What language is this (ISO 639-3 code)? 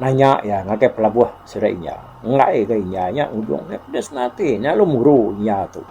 iba